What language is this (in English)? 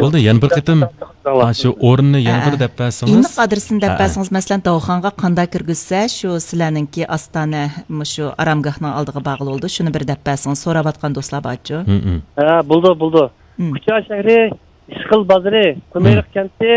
Uyghur